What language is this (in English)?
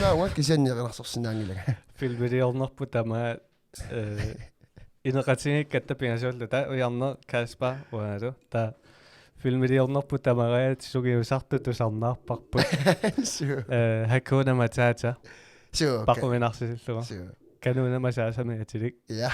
Kalaallisut